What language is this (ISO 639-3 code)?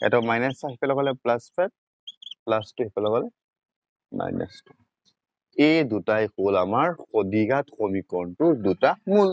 asm